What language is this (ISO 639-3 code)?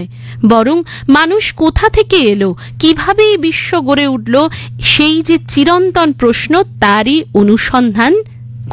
ben